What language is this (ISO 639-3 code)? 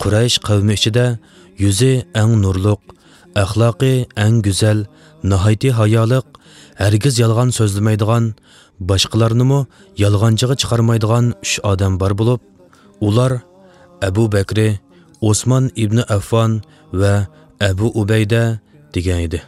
uig